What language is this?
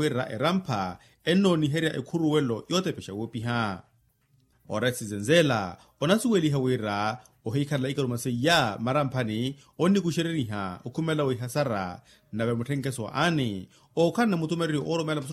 Makhuwa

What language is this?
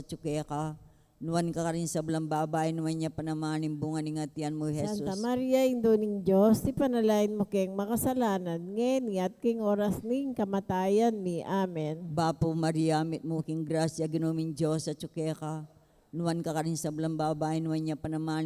Pampanga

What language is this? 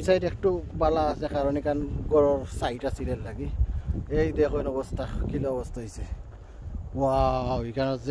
Sylheti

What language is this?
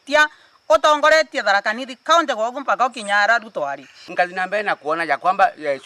Meru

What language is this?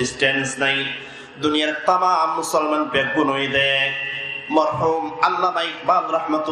Rohingya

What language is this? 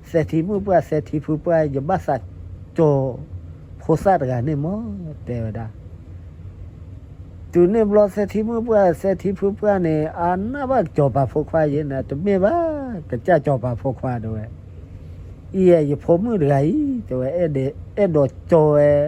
S'gaw Karen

